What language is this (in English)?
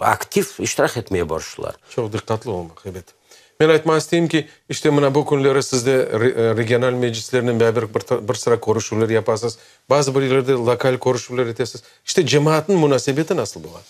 Crimean Tatar